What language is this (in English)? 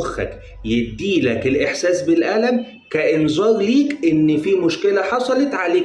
Egyptian Arabic